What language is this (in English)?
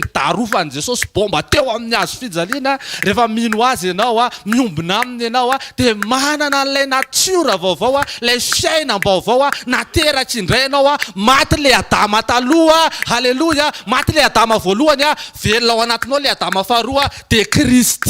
Malagasy